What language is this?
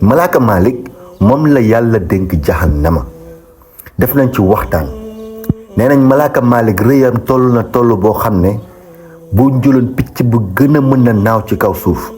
Wolof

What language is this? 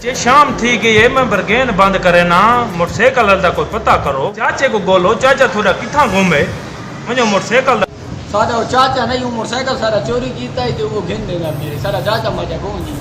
Saraiki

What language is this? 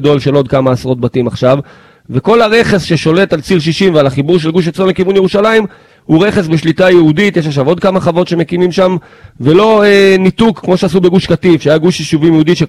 Hebrew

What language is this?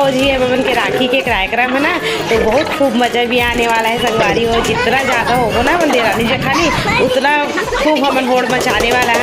Chhattisgarhi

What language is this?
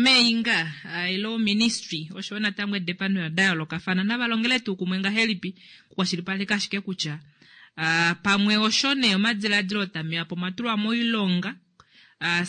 Kuanyama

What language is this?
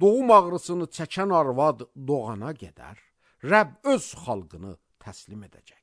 Azerbaijani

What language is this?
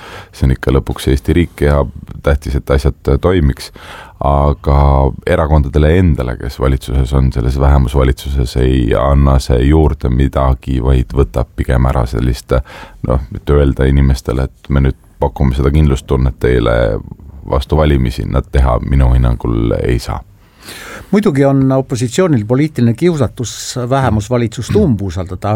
Estonian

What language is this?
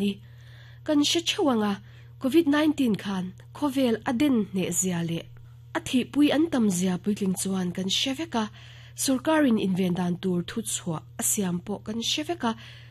Mizo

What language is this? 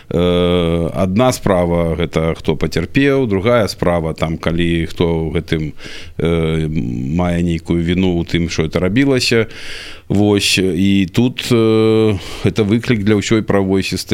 Belarusian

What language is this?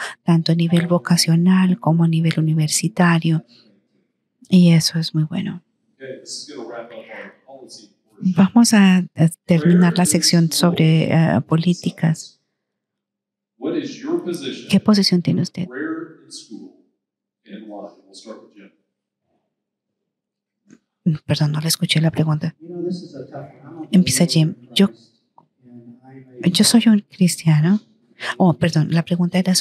Spanish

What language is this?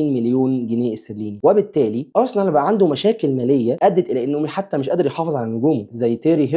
Egyptian Arabic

